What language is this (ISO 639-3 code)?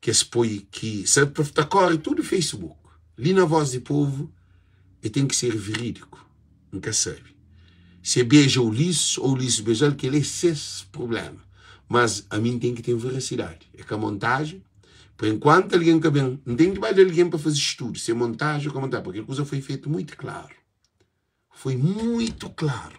kea